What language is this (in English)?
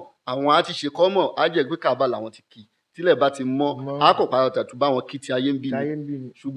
Yoruba